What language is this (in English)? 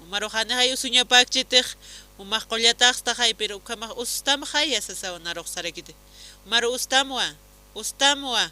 Aymara